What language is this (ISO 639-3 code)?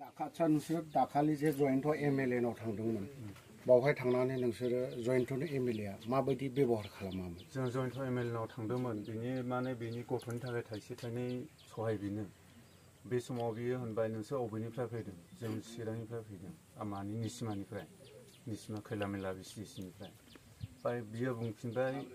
brx